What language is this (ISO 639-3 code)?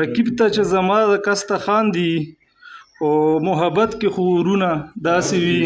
pus